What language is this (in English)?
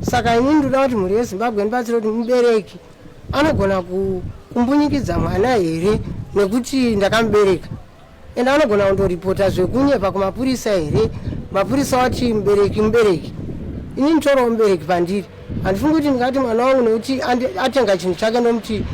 Shona